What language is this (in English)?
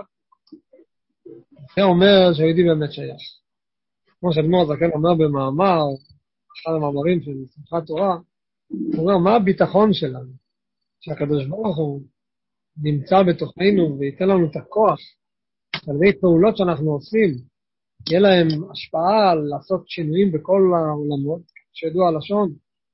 Hebrew